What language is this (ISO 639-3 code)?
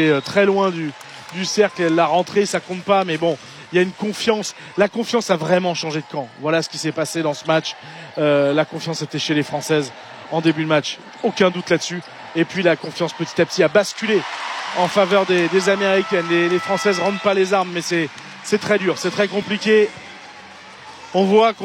fra